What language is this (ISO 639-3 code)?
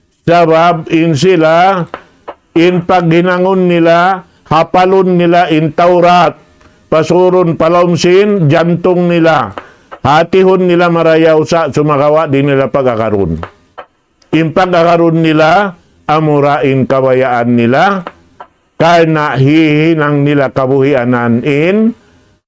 tsg